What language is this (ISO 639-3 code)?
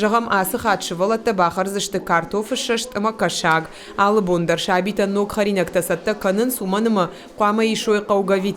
oss